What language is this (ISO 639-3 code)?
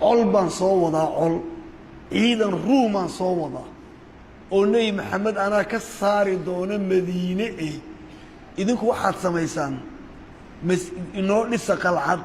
som